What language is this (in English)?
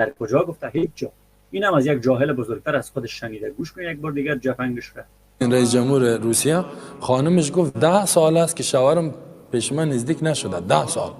Persian